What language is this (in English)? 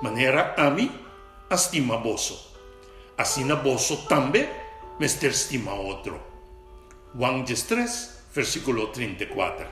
Papiamento